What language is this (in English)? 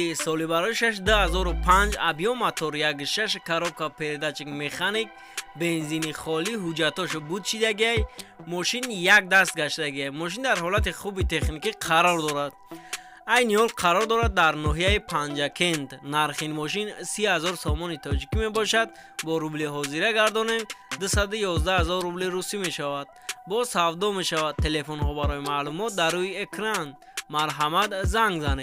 Tajik